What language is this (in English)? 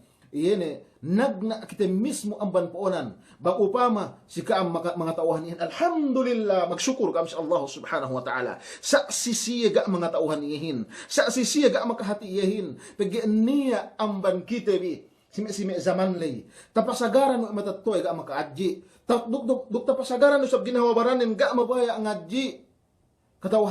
Yakan